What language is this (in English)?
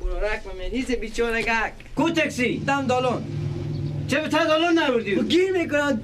Persian